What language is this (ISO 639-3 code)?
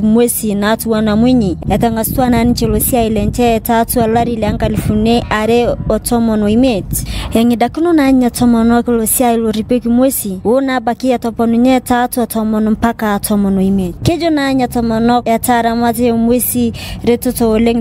mas